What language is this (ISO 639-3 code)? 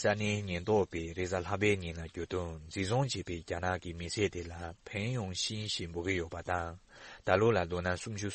bod